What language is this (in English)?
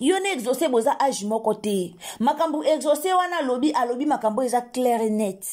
Lingala